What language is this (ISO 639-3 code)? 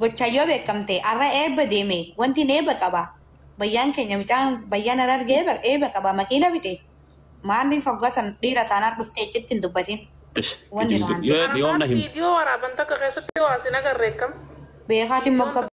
orm